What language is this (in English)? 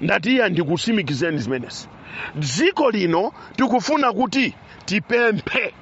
Nyanja